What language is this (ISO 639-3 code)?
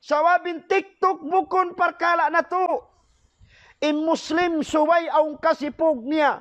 tsg